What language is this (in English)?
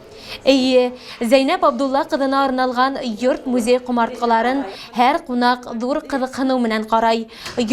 Bashkir